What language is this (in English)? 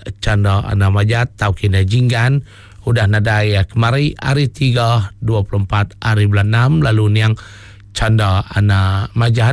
Iban